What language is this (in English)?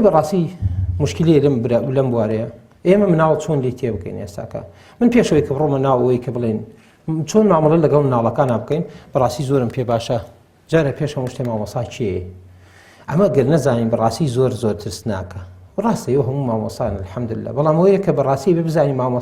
Central Kurdish